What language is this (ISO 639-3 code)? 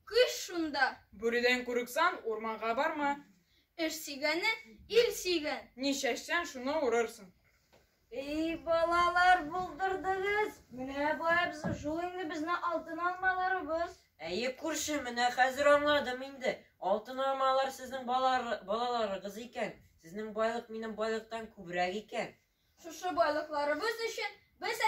tat